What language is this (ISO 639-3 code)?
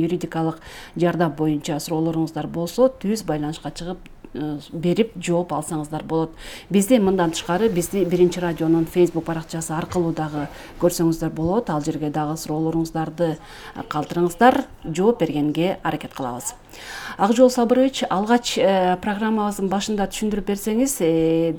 kir